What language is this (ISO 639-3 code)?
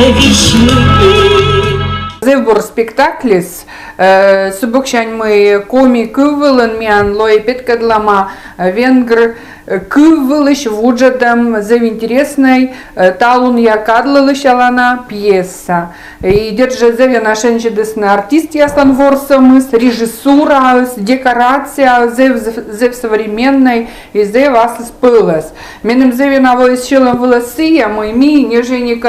kom